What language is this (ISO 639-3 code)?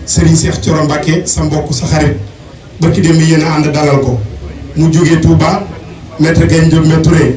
wol